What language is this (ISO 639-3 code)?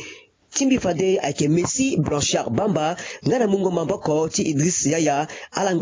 sag